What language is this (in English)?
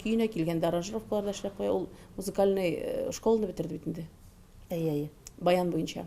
Tatar